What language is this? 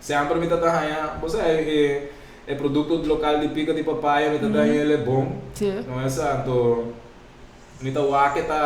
Papiamento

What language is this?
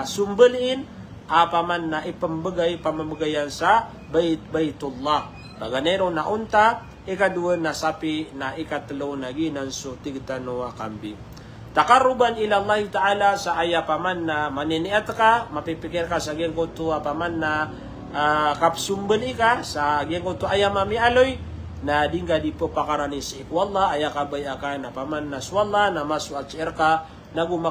Maranao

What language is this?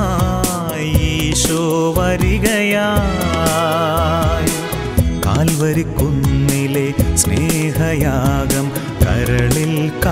Malayalam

